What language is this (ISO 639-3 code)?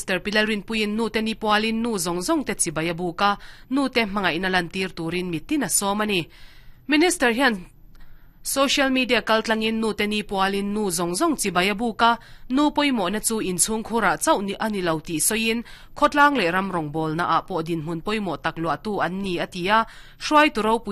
lus